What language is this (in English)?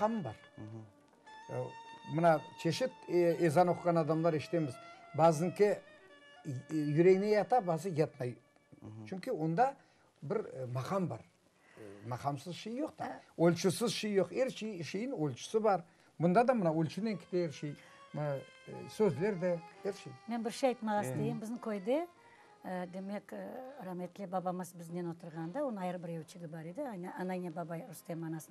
Crimean Tatar